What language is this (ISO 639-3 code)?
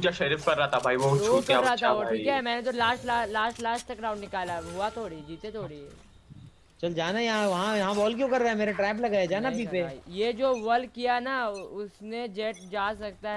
hin